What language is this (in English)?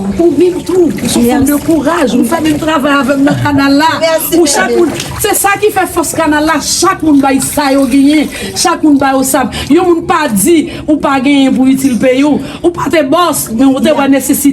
Haitian Creole